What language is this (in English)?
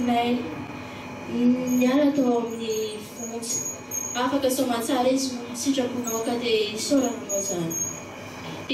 Malagasy